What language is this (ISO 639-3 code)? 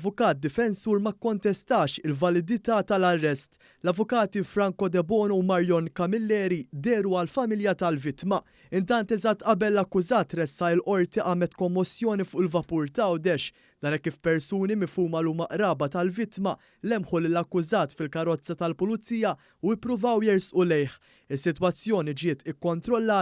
mlt